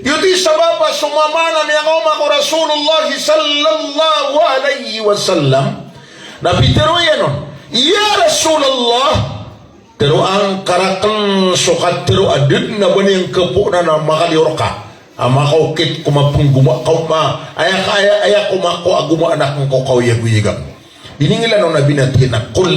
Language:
Maranao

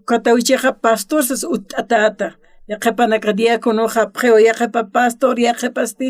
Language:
Aymara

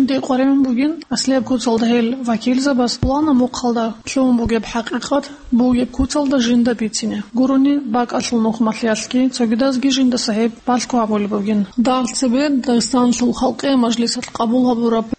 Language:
Avaric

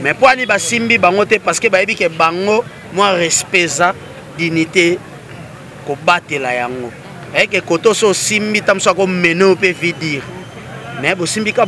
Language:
Lingala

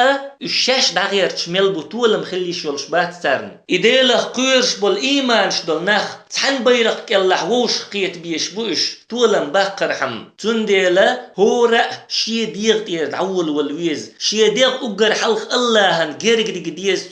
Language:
Chechen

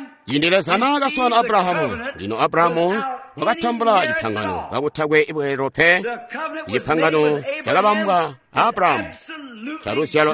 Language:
Tonga (Zambia)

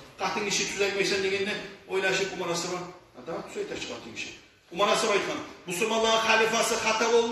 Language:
Kumyk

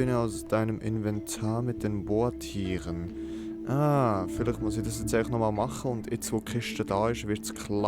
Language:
Swiss German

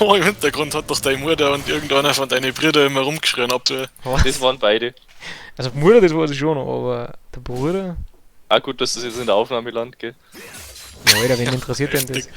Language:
Bavarian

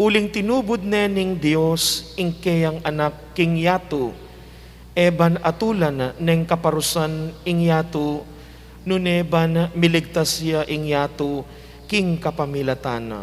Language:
Pampanga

